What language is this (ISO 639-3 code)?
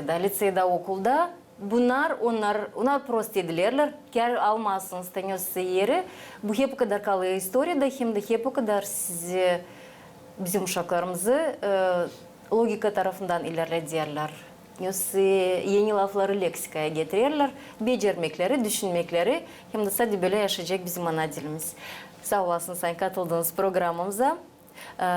gag